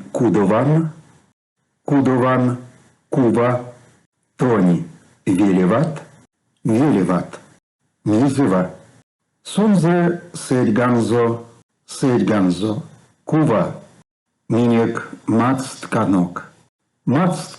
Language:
Erzya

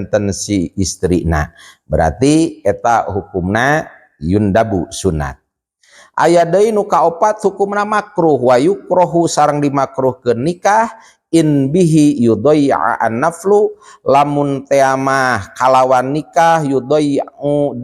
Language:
Sundanese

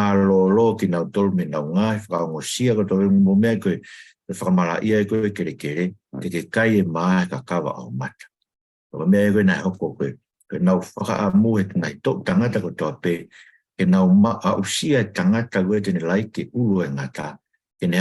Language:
Tongan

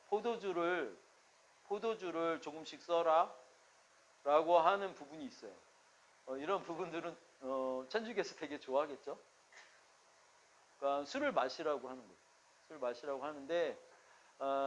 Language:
Korean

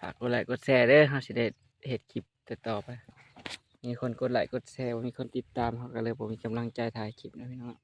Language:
Northeastern Thai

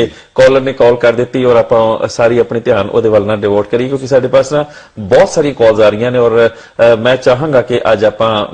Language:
Punjabi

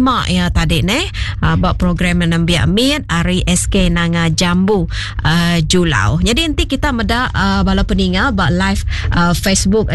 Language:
Iban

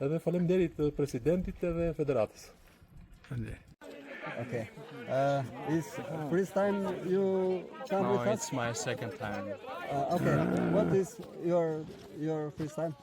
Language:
Albanian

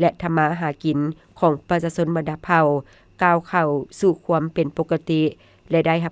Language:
Lao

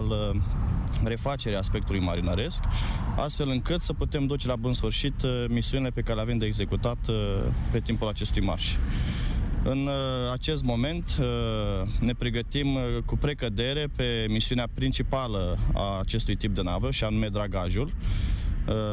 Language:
Romanian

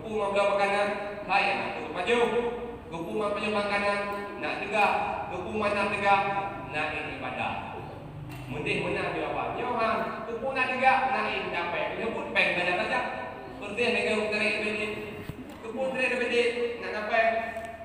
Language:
Achinese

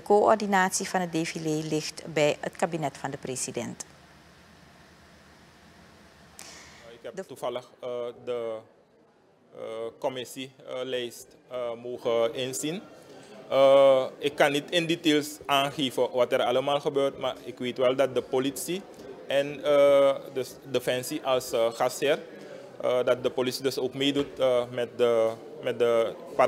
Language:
Dutch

